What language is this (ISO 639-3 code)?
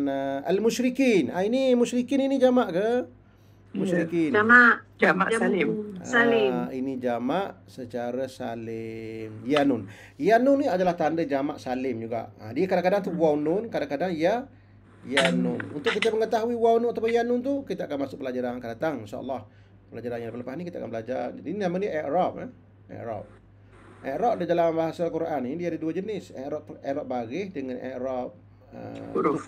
msa